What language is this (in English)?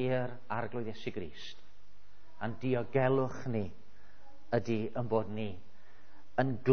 Welsh